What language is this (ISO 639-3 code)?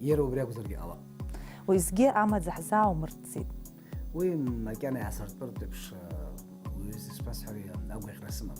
abk